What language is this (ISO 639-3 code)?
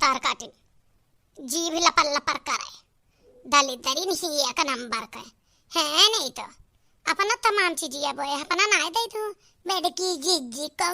awa